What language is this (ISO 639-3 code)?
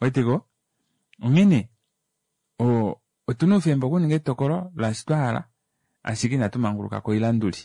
kua